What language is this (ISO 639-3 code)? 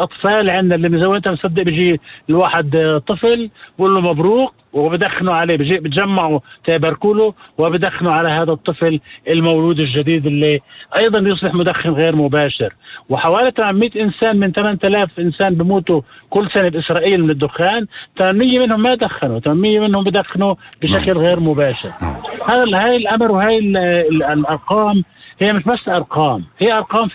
apc